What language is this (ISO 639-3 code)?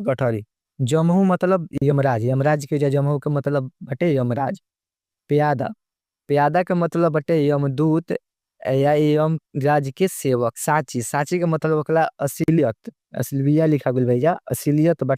bho